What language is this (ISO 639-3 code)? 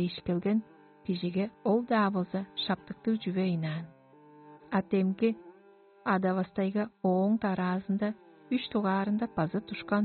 tyv